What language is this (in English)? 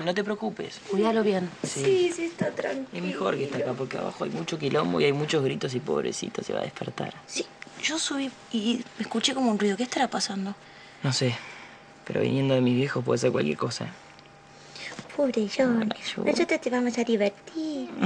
Spanish